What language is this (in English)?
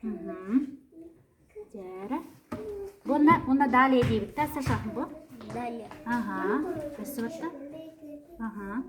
Yakut